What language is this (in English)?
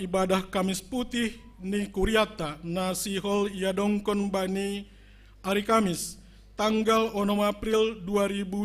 Batak Simalungun